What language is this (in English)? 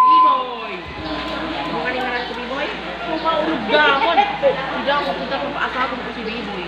Bikol